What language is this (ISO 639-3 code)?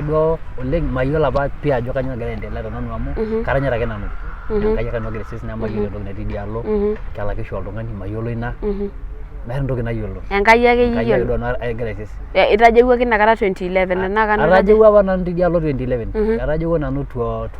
mas